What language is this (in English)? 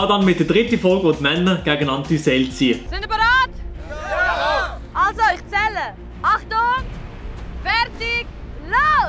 Swiss German